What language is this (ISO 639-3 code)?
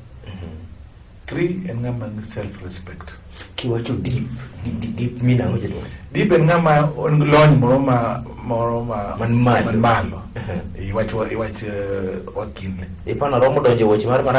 luo